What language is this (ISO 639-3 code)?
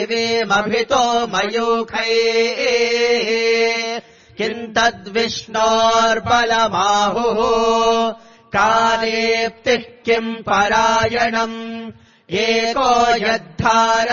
san